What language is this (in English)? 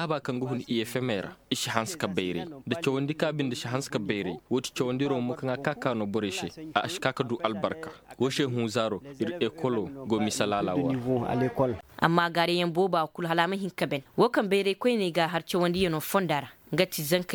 Koyraboro Senni